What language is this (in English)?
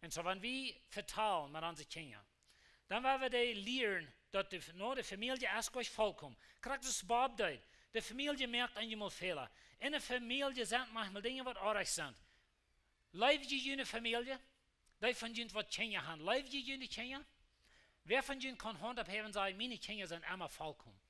Plautdietsch